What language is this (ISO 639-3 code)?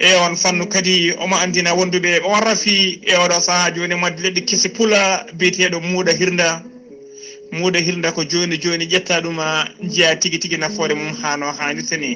ful